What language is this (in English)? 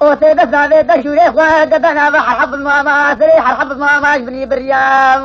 Kurdish